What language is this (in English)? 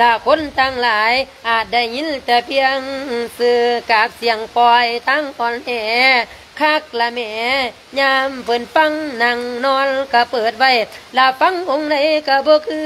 Lao